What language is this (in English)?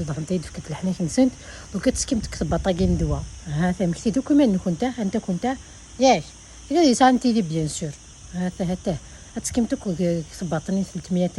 Kabyle